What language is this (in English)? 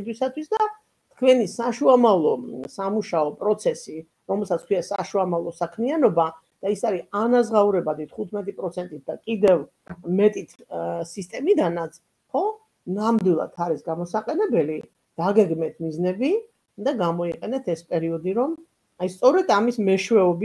Georgian